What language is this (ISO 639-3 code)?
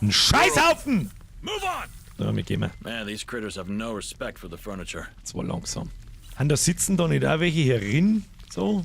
bar